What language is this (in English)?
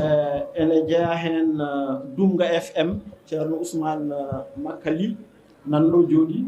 Fula